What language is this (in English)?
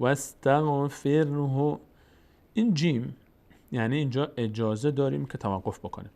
Persian